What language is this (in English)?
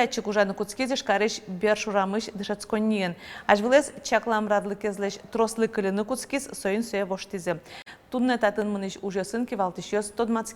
Udmurt